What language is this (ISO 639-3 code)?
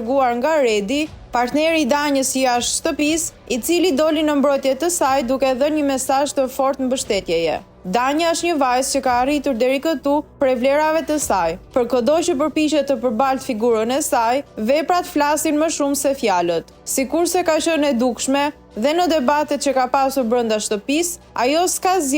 sqi